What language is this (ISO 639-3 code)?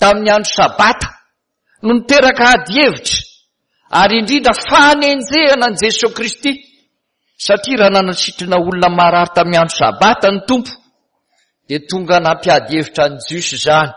mlg